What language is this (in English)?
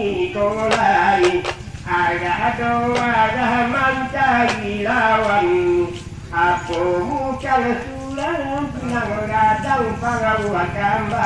Minangkabau